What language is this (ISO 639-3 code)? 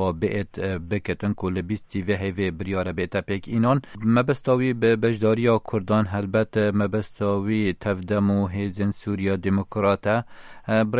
kur